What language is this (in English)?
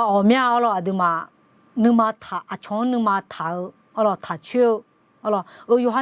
Akha